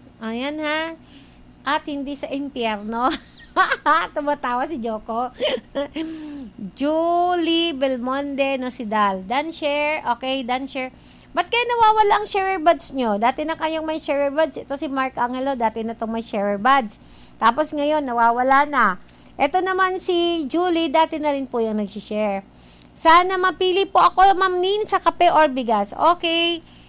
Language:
Filipino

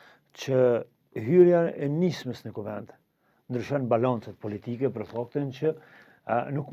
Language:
Albanian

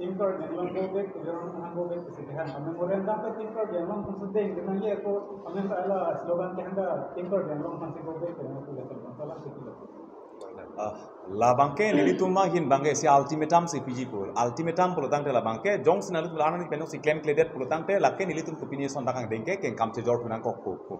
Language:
Karbi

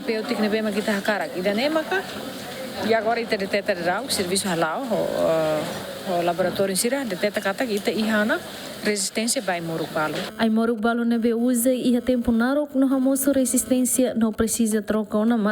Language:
Tetum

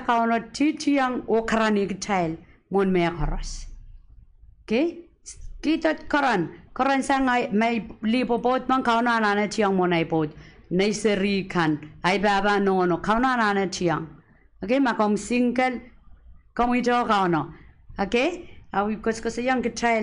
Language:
Pohnpeian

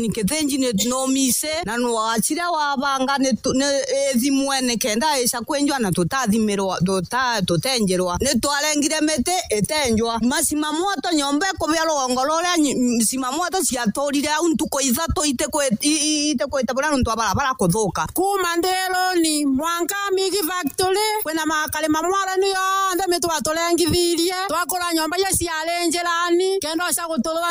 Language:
Meru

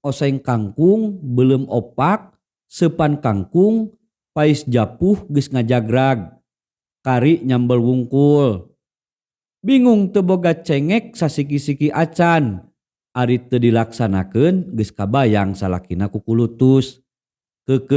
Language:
Sundanese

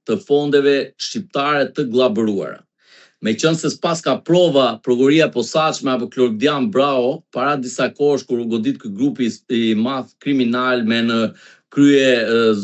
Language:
Albanian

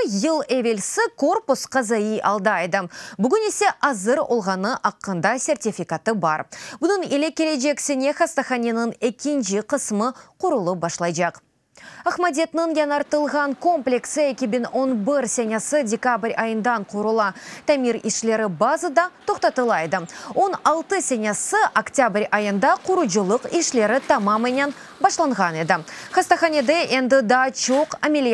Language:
Crimean Tatar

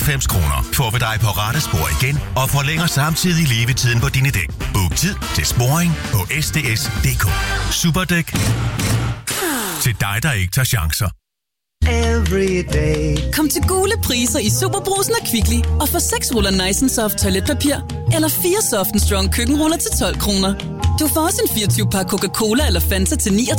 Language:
Danish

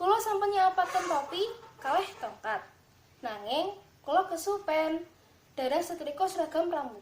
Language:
Javanese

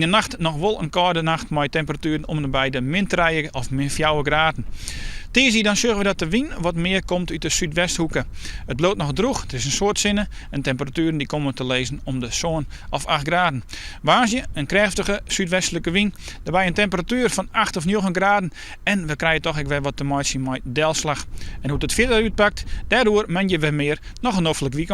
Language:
Western Frisian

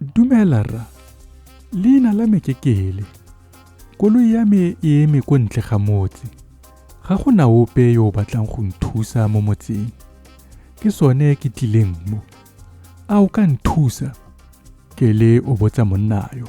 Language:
Tswana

